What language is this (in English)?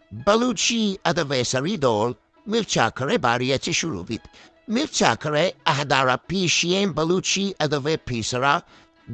Eastern Balochi